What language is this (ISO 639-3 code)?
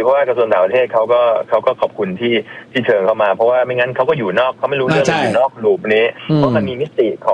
tha